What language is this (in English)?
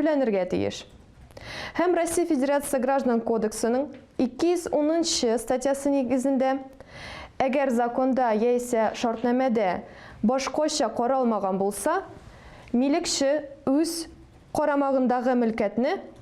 Tatar